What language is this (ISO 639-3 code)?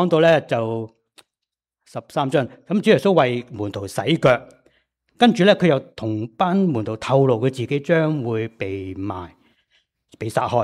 yue